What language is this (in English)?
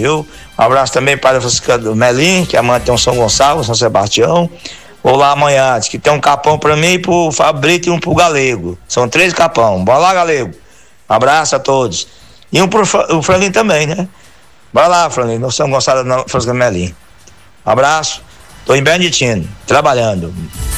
Portuguese